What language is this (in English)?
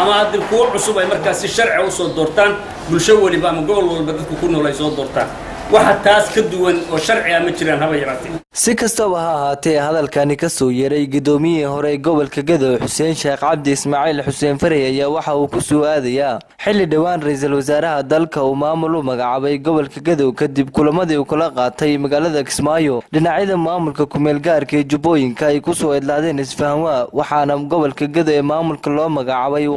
Somali